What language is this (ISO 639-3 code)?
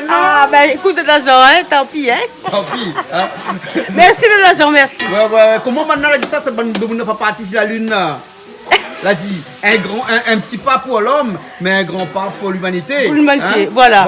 rcf